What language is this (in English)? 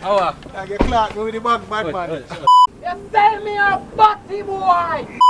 Jamaican Creole English